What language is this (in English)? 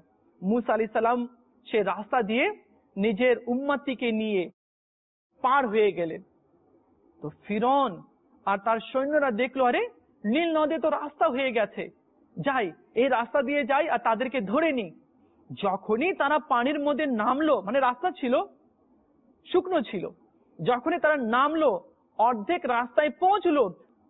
Bangla